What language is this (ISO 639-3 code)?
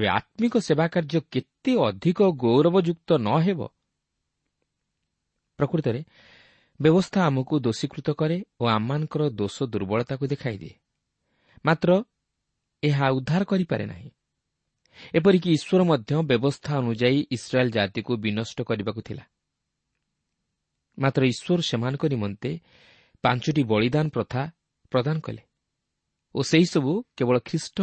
ori